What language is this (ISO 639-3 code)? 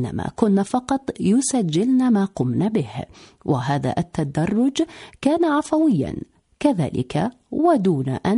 ara